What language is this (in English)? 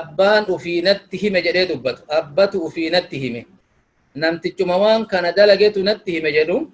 Oromo